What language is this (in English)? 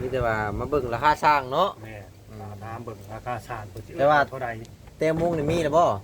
Lao